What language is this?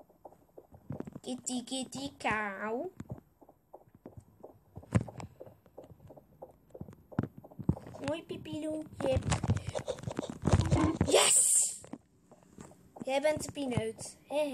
Dutch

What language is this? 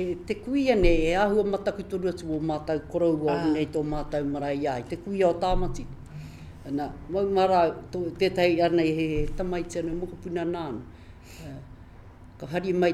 Māori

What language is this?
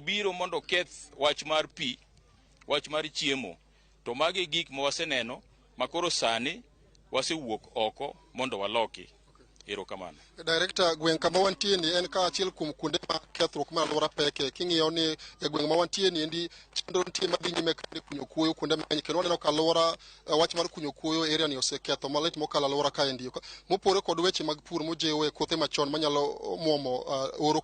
Luo (Kenya and Tanzania)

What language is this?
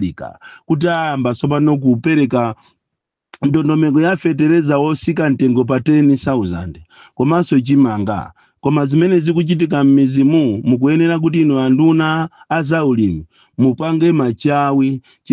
Nyanja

